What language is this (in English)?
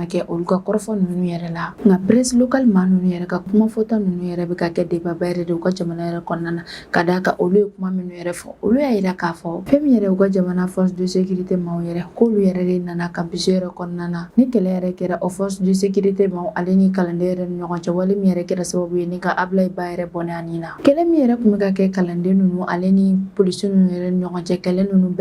Bambara